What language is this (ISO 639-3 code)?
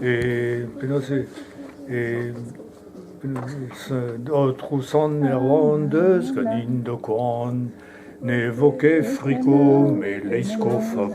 bre